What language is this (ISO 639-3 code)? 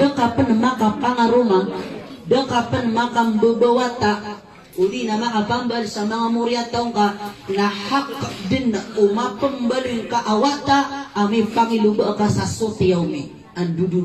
mrw